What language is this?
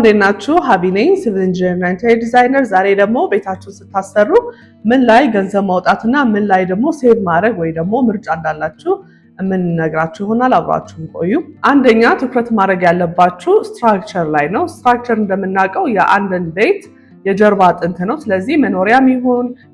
Amharic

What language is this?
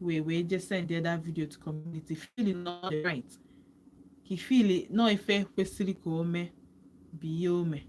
Igbo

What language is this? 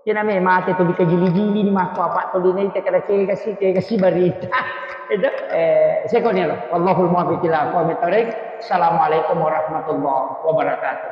Buginese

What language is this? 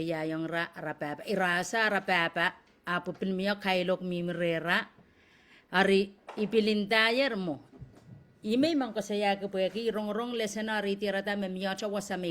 Pohnpeian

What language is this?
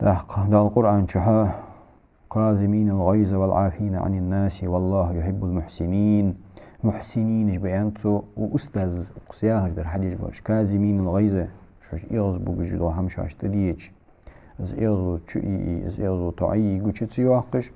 Ingush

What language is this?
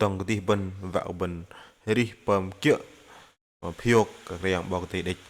Bahnar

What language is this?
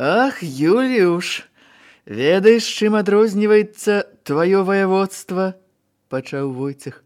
Belarusian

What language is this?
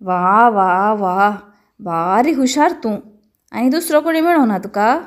Konkani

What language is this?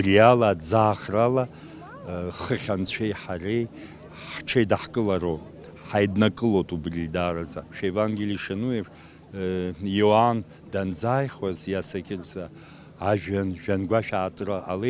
Abkhazian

